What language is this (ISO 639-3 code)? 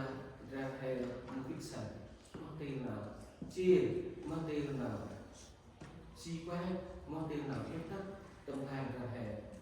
cmo